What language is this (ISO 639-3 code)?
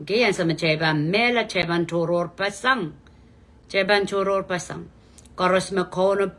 pon